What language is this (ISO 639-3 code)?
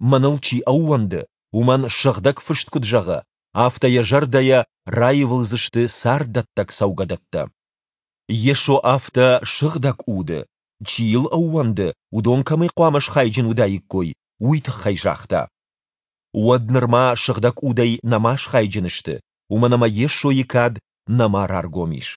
oss